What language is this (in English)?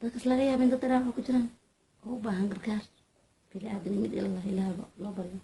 Somali